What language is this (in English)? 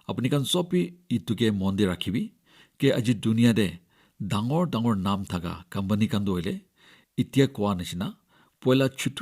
Naga Pidgin